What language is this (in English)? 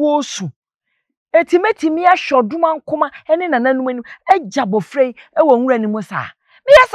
Akan